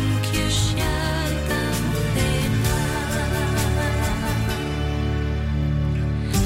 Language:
Icelandic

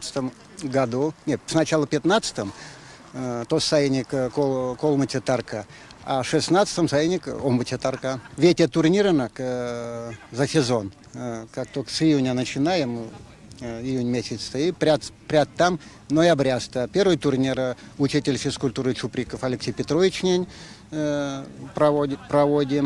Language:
Erzya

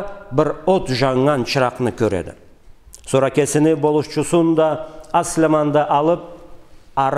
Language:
Karachay-Balkar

